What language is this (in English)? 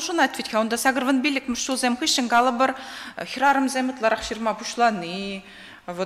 Chuvash